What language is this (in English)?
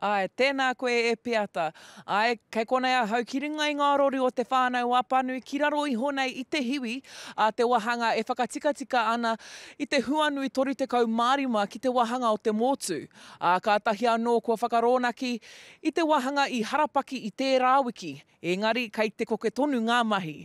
Māori